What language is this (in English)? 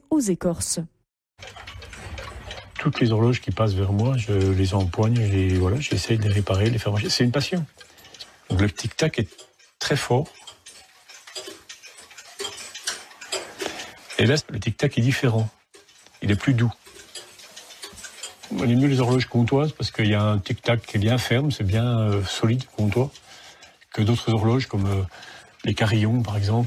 French